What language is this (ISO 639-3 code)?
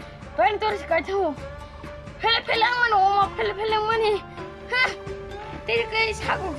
trp